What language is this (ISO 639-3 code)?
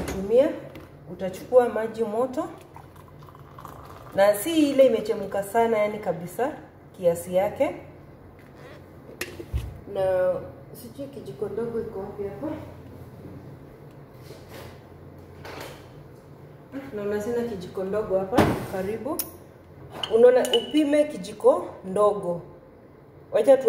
swa